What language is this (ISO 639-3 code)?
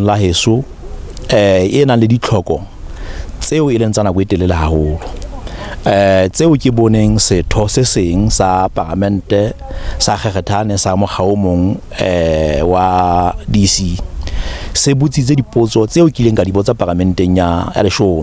sot